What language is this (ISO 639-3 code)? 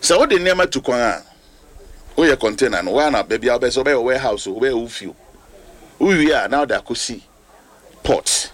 aka